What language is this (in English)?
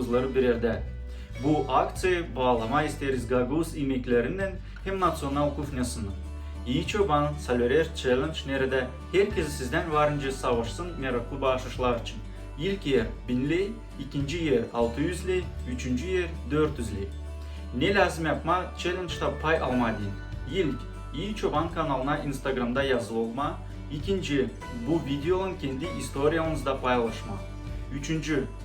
Gagauz